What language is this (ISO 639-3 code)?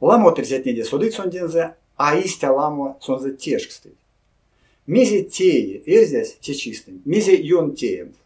myv